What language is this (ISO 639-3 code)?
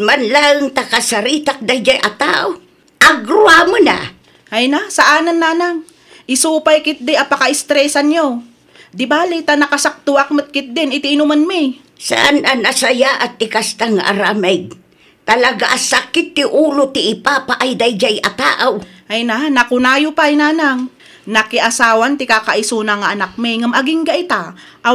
ilo